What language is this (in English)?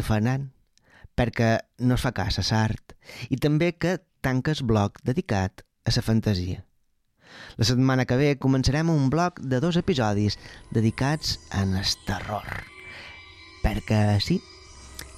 Catalan